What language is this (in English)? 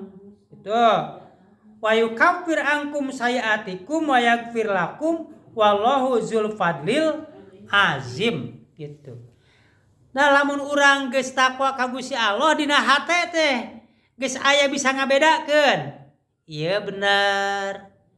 Sundanese